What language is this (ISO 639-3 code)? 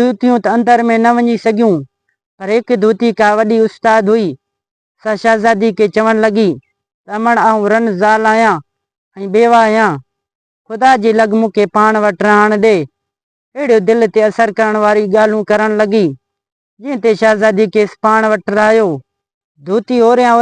snd